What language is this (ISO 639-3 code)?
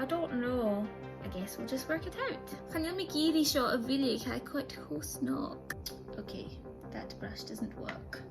gla